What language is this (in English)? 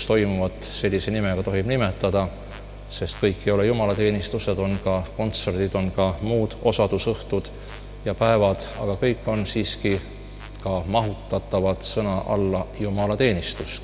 Estonian